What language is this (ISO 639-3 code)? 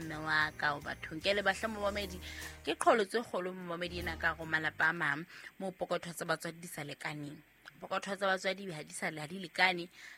sot